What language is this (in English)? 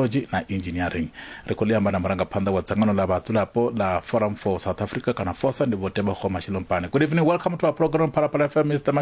Venda